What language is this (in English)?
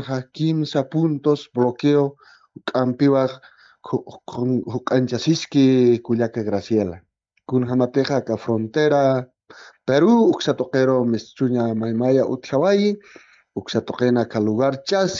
Aymara